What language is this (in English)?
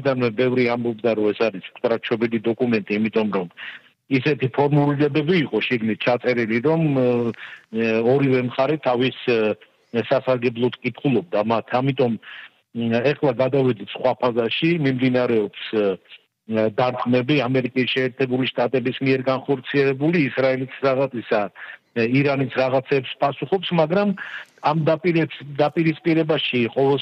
Georgian